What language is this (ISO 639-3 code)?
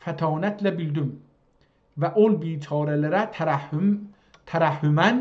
azb